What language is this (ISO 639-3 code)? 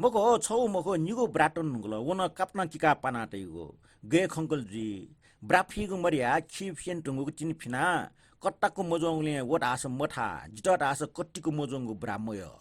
new